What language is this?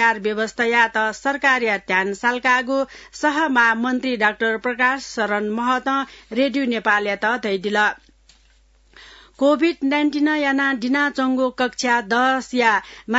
Newari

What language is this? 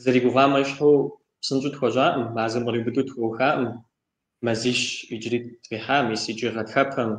Kabardian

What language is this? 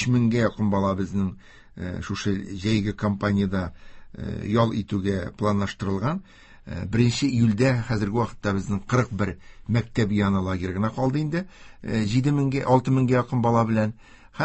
Tatar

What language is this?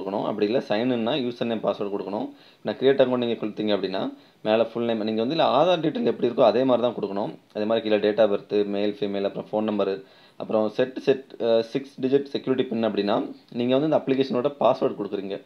Tamil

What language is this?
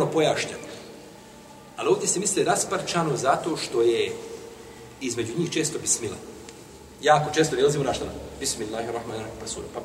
Bosnian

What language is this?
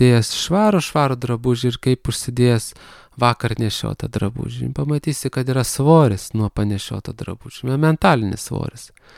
Lithuanian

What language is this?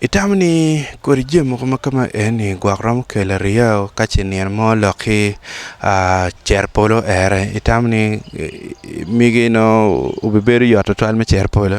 Acoli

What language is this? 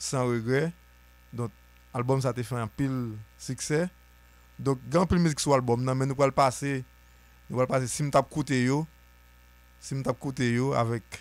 Haitian Creole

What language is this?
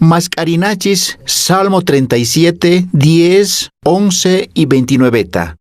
Quechua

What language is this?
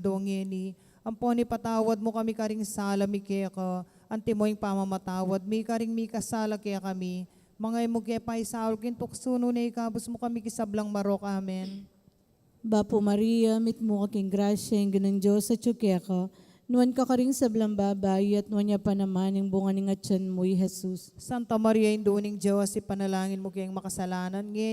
Pampanga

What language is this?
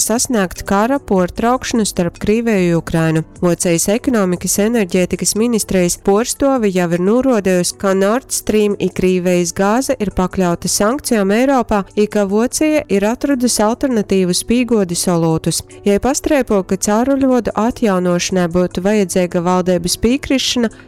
Latgalian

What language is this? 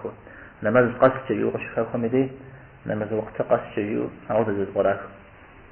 Kabardian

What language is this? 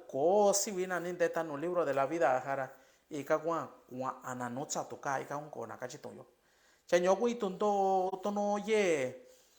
Mixtepec Mixtec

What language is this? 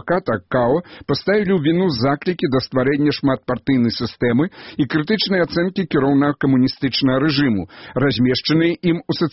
Belarusian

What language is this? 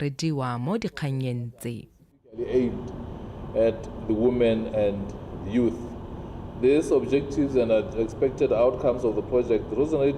Tswana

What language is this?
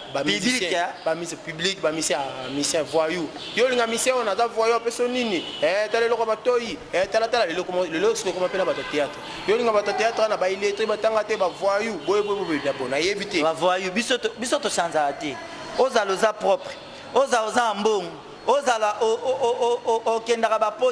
Lingala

